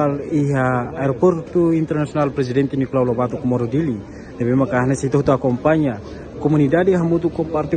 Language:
Tetum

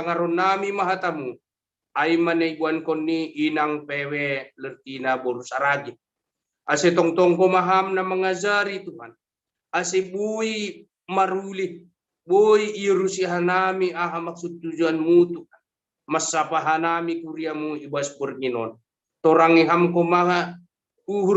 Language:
Batak Simalungun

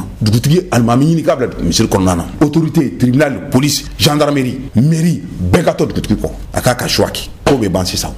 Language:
Bambara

